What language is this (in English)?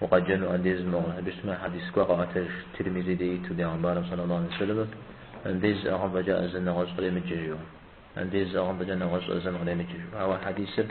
Kabardian